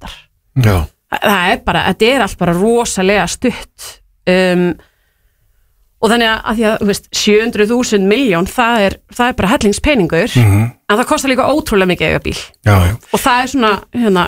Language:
Icelandic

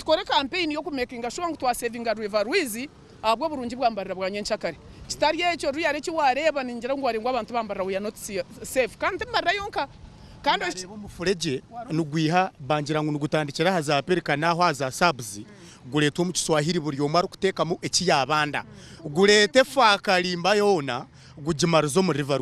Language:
Nyankole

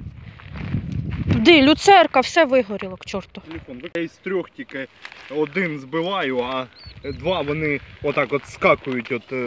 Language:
Ukrainian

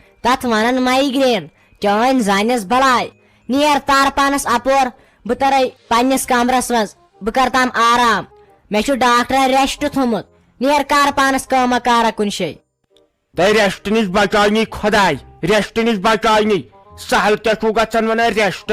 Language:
Kashmiri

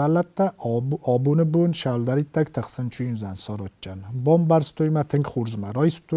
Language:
Ossetic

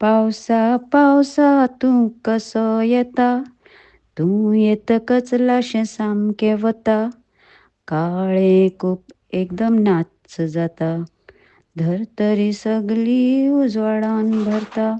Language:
Konkani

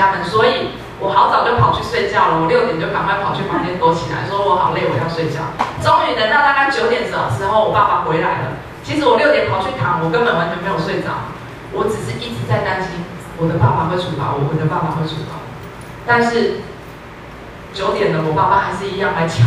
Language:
Chinese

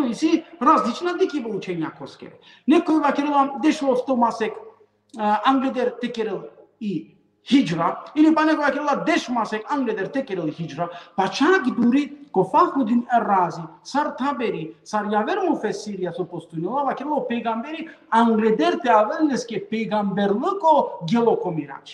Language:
Balkan Romani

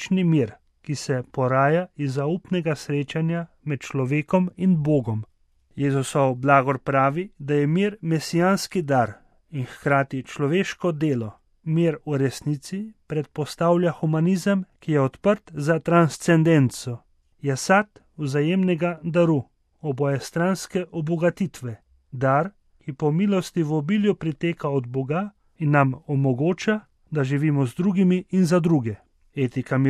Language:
Slovenian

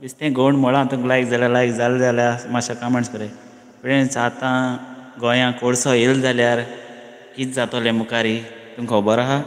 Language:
Konkani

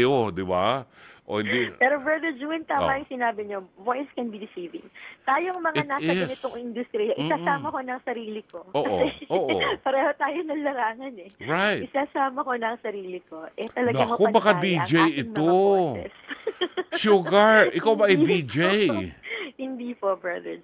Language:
Filipino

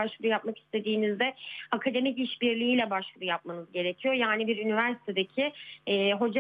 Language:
Turkish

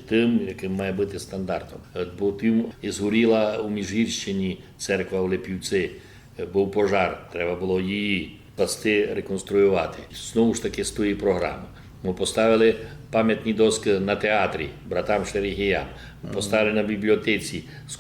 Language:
Rusyn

